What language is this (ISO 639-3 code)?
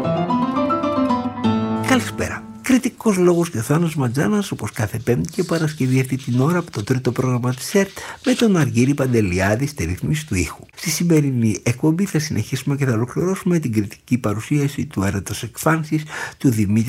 ell